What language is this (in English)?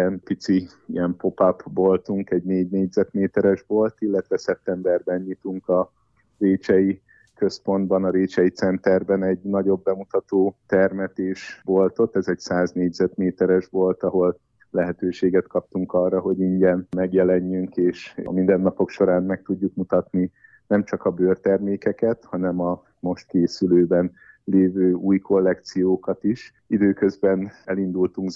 Hungarian